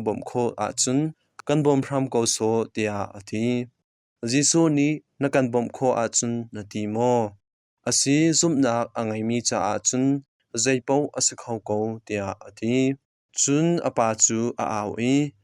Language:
Hakha Chin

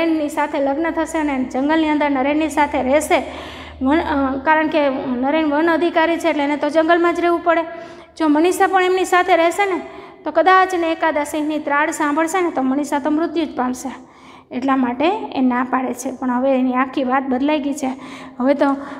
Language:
Gujarati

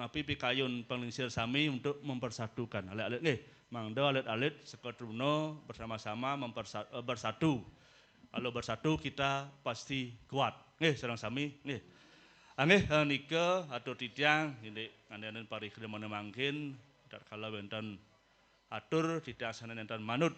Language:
Balinese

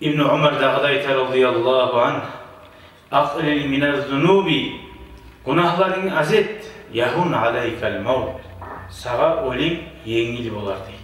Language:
Kumyk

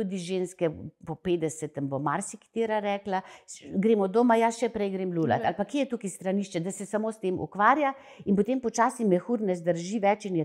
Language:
Slovenian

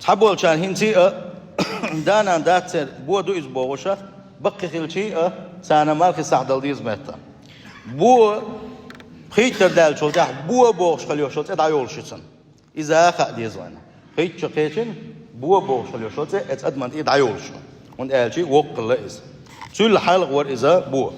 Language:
Chechen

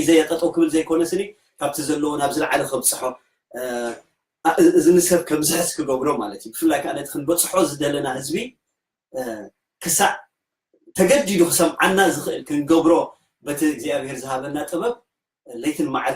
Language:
Tigrinya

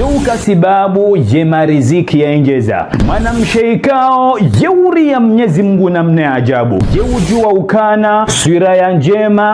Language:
Ngazidja Comorian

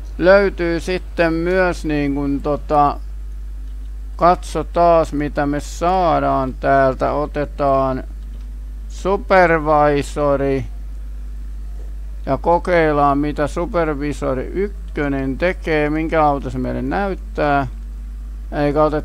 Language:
Finnish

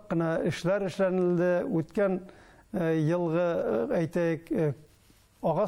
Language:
Bashkir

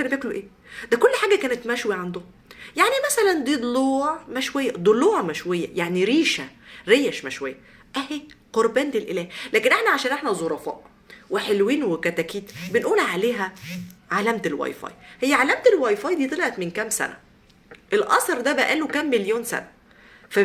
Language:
Egyptian Arabic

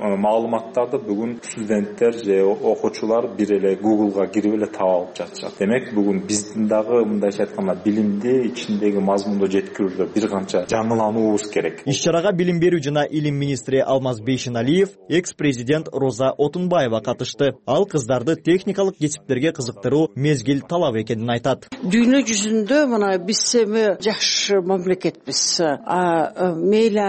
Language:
Kyrgyz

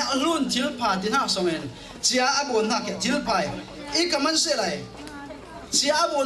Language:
Falam Chin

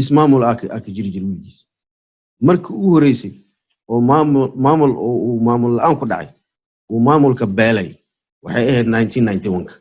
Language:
Somali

